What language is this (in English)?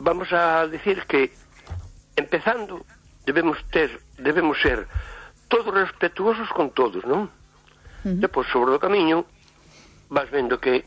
Galician